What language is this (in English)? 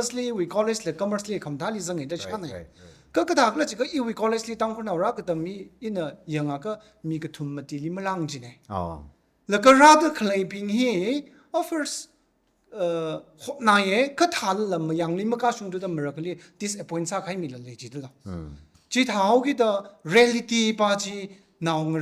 Tangkhul Naga (India)